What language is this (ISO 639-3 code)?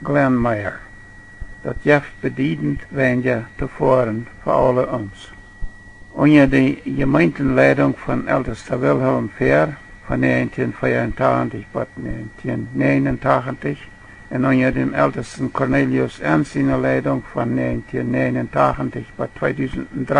pdt